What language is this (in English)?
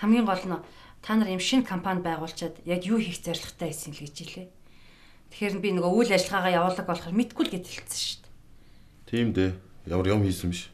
Mongolian